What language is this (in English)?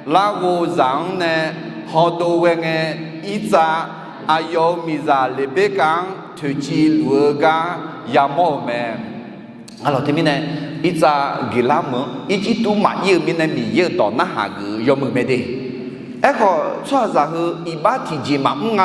Akha